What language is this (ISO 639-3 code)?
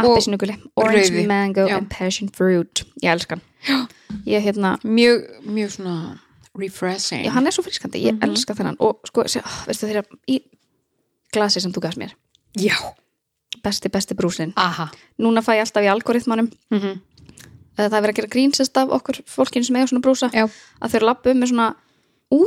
isl